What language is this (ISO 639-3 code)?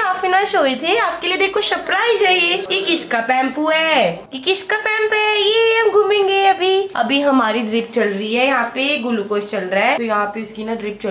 hin